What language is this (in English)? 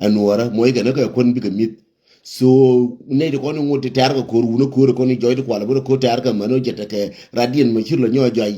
Nuer